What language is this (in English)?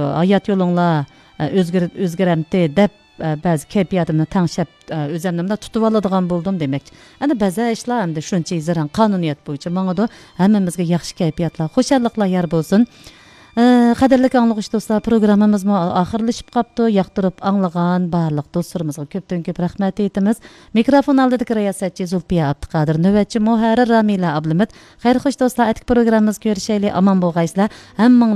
Uyghur